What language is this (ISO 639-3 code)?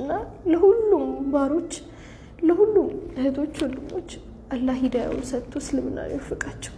amh